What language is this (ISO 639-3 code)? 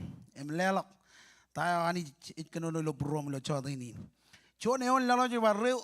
mah